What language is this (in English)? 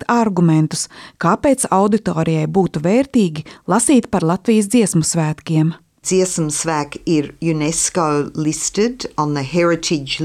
Latvian